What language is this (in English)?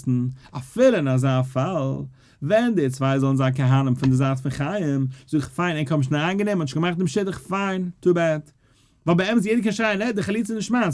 Yiddish